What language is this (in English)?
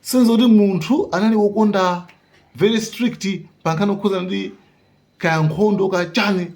Nyanja